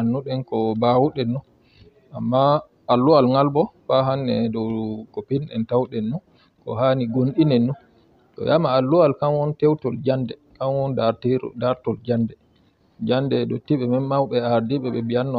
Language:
Fula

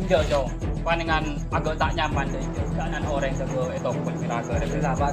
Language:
Madurese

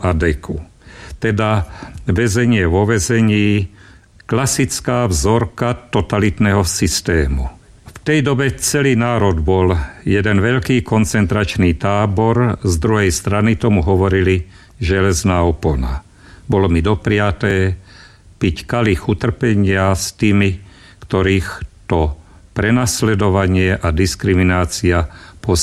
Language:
Slovak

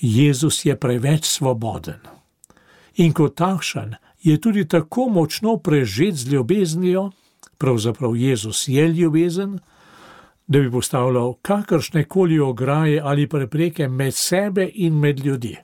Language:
Slovenian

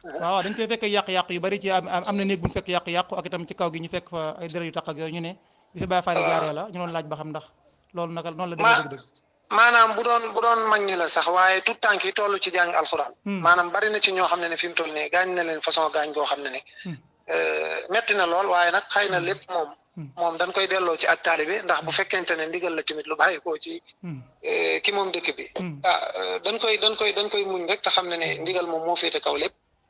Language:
Wolof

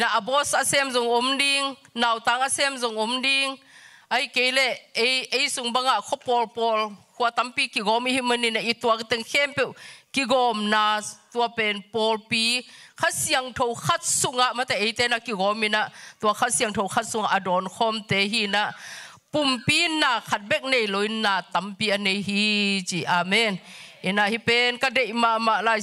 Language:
Tedim Chin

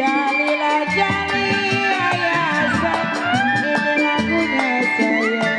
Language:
Betawi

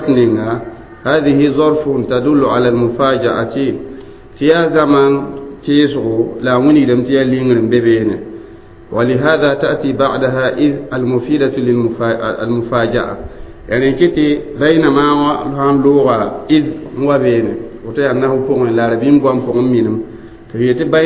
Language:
Mossi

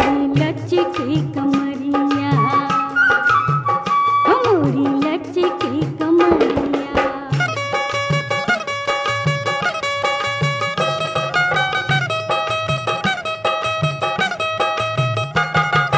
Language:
Bhojpuri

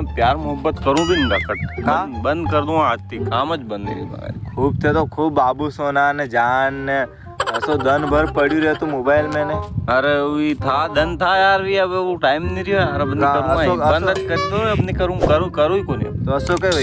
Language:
Rajasthani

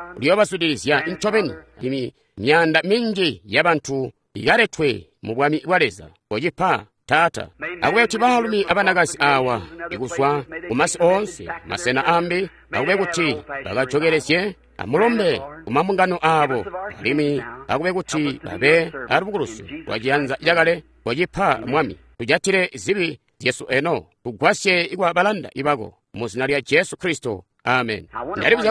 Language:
Tonga (Zambia)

